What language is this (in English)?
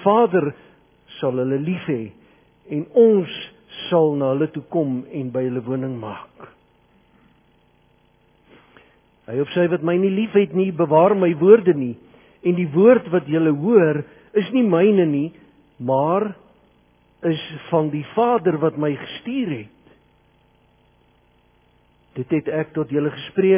Afrikaans